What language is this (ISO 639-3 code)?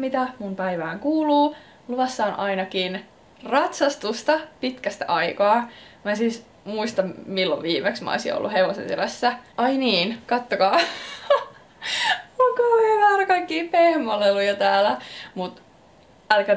fin